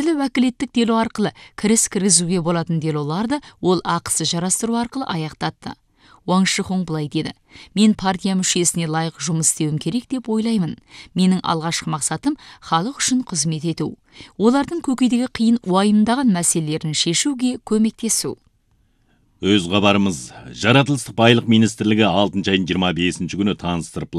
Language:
Kazakh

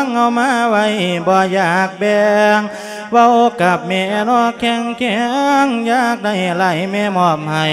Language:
Lao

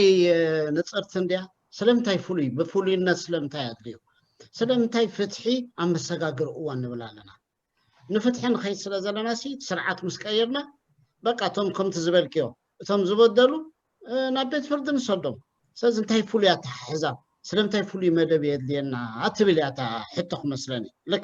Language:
Tigrinya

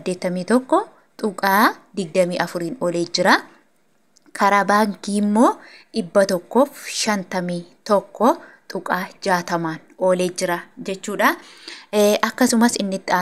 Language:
Oromo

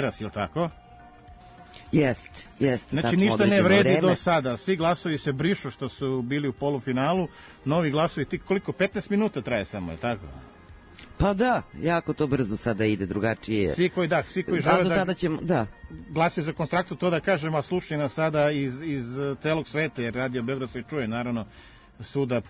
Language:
Serbian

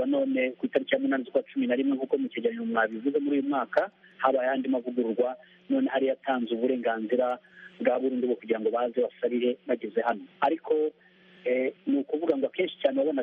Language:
Kinyarwanda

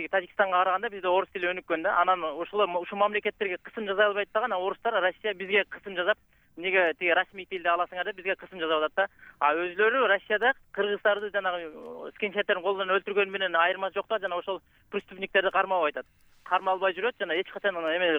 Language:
Kyrgyz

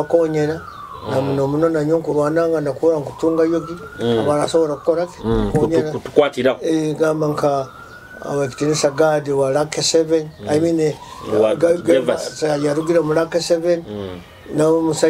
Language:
Nyoro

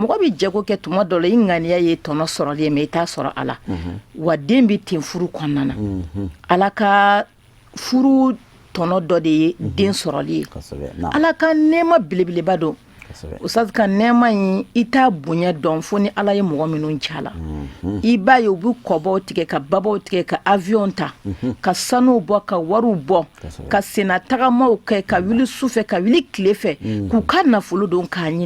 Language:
Bambara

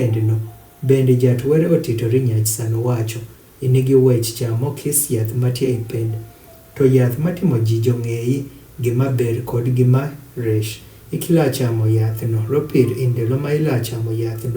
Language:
Adhola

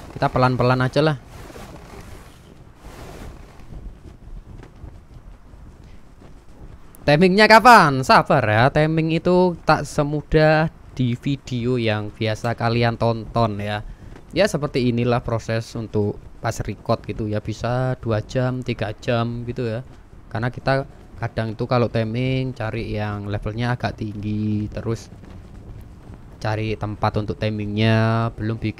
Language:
Indonesian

